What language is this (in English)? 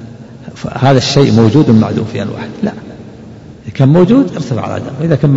Arabic